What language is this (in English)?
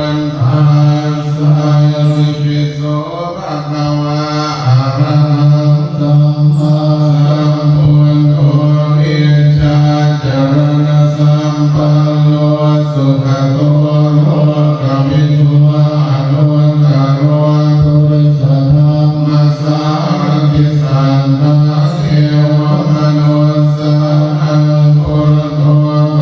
Pali